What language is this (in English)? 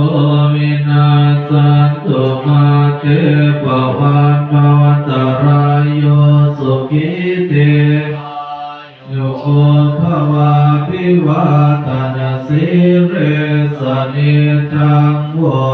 Pali